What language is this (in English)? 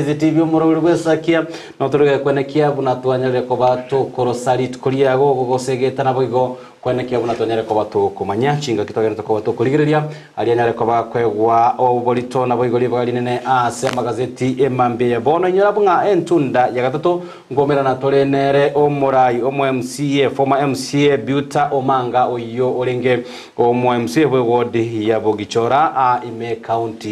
Gusii